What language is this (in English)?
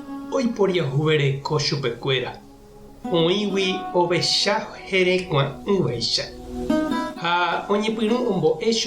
Guarani